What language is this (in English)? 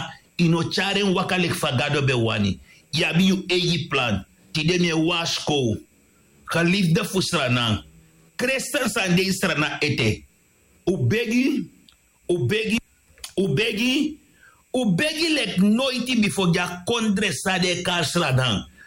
Sranan Tongo